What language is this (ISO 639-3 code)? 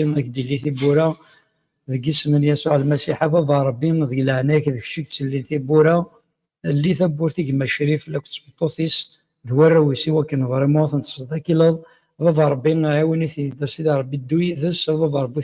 kab